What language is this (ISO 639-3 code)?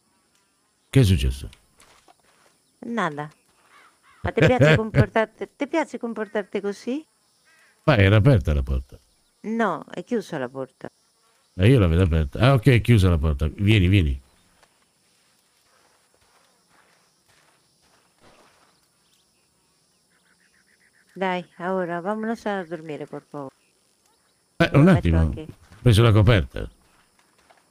ita